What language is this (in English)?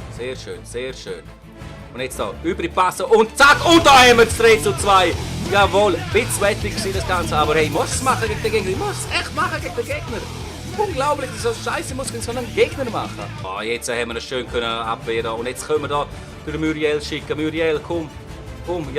Swiss German